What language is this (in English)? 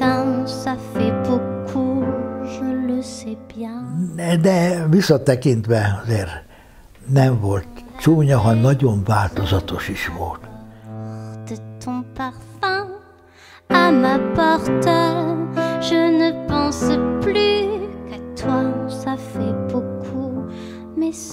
Hungarian